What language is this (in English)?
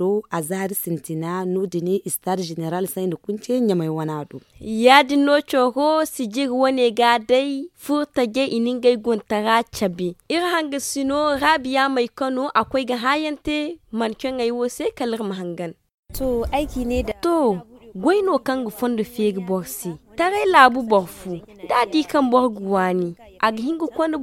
Zarma